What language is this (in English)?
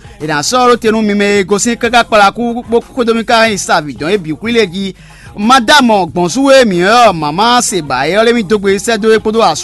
Fon